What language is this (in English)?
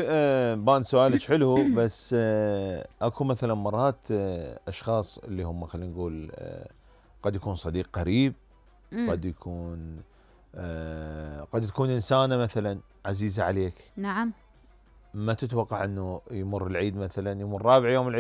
Mesopotamian Arabic